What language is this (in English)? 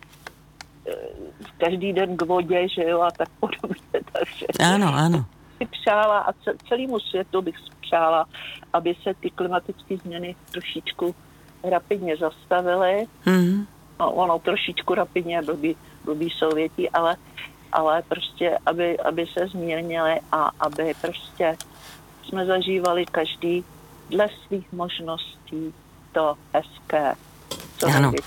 Czech